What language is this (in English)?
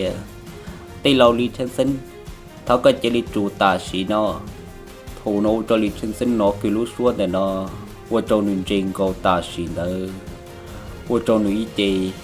Hmong